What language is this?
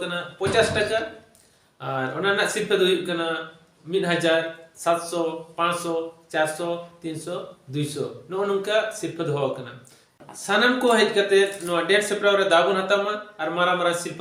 Santali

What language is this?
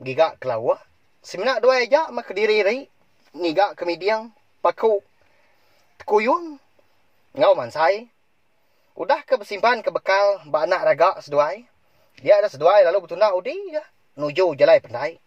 Iban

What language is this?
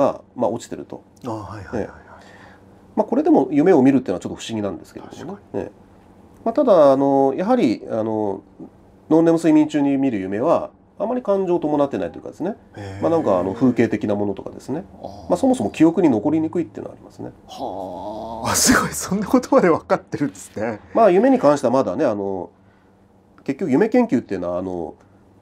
Japanese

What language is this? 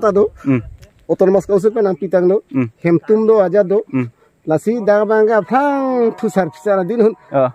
Karbi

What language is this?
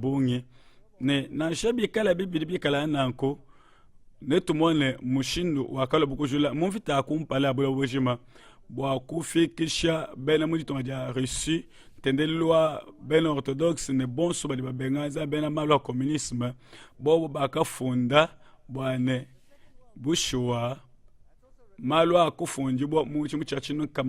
Luba-Lulua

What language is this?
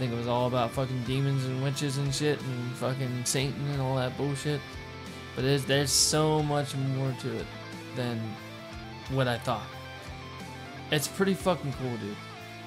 English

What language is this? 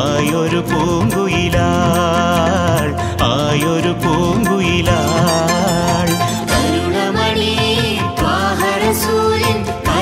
Malayalam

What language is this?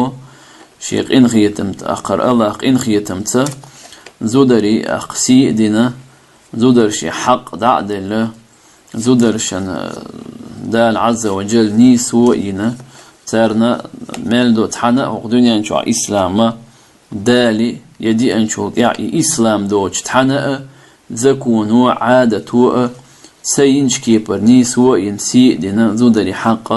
Chechen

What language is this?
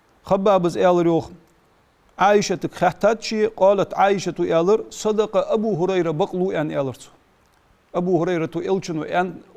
Ingush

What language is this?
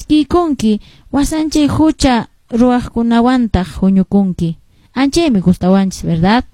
Quechua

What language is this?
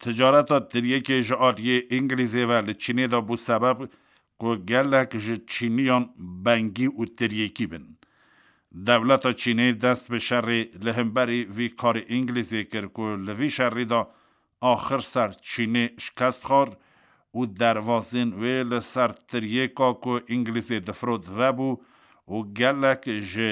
Kurdish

